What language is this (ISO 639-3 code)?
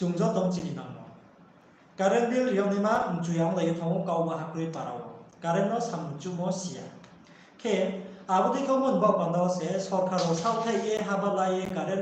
ria